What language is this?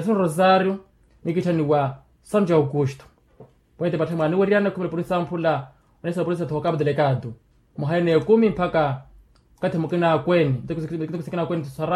Makhuwa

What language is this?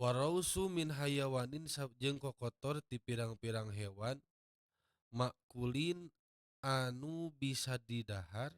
Sundanese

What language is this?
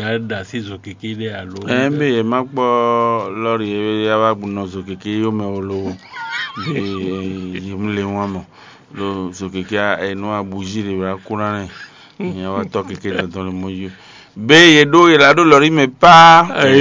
Fon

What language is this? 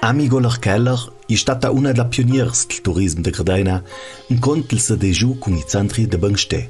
Ladin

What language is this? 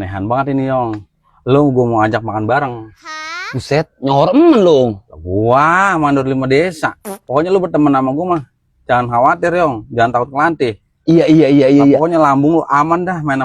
Betawi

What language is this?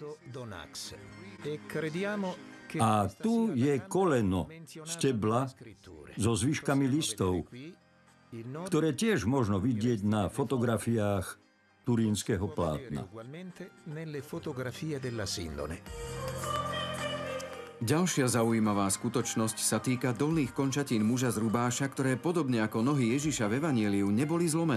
Slovak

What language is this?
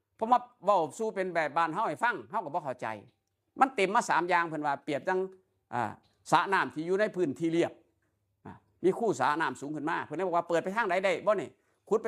Northeastern Thai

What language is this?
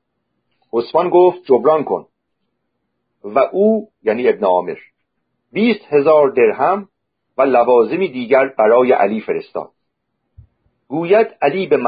Persian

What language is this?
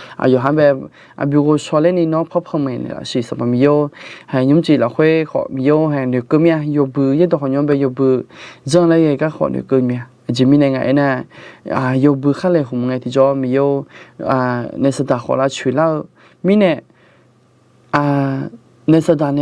Akha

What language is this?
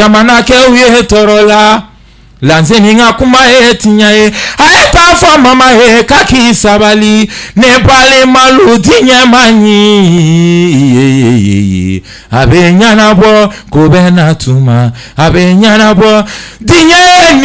Bambara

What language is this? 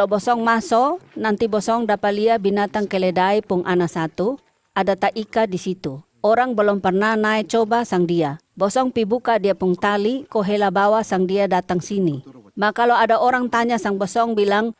Kupang Malay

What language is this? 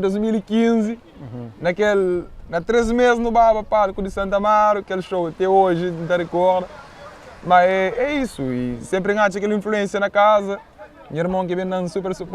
Kabuverdianu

